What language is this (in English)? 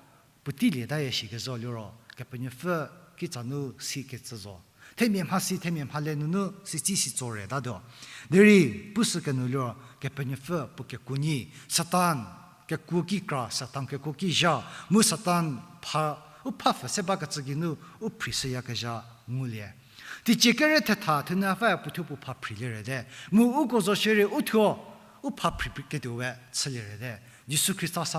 Angami Naga